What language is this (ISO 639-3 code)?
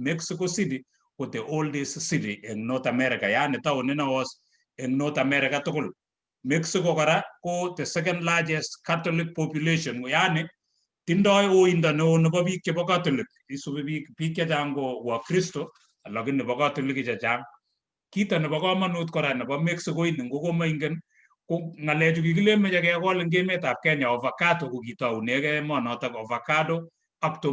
kln